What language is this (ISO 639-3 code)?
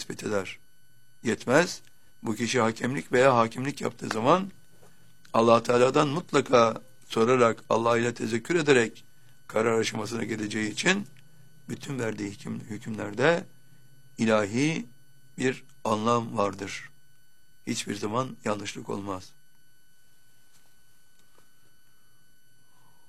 tur